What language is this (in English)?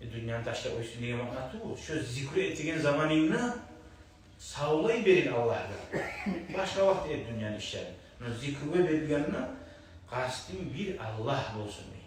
Kumyk